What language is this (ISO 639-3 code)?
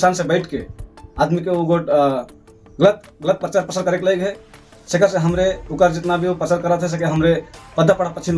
sck